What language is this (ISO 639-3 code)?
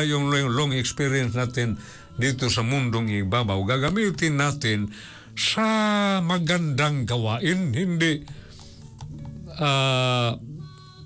fil